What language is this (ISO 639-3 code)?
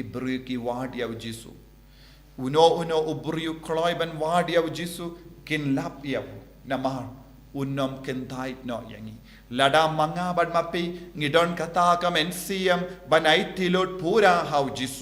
kha